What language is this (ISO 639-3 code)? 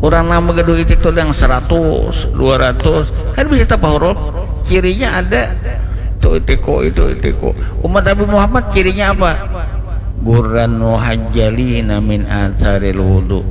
bjn